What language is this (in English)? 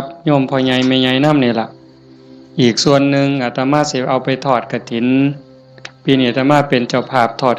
Northeastern Thai